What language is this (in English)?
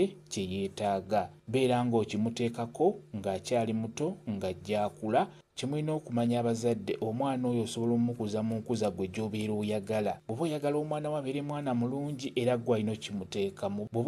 Ganda